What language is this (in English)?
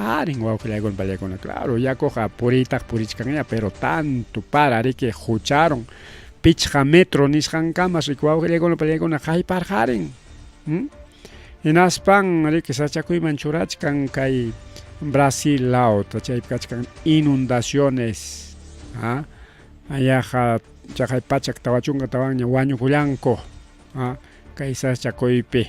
Ayacucho Quechua